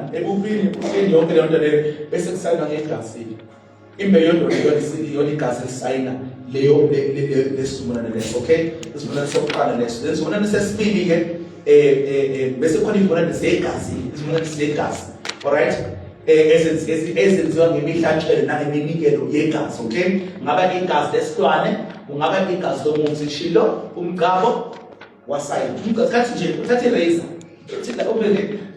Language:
Zulu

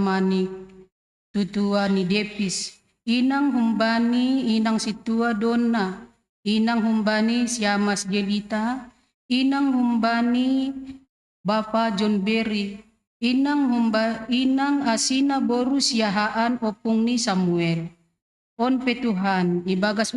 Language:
Batak Simalungun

